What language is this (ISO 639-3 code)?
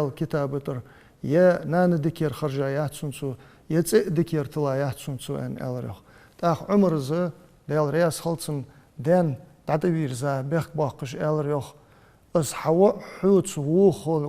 inh